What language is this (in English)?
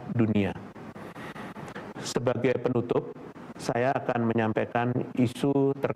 Indonesian